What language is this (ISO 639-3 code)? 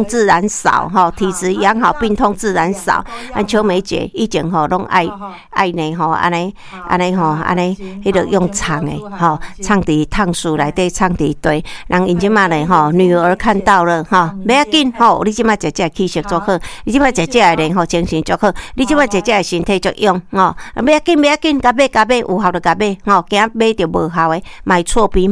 nan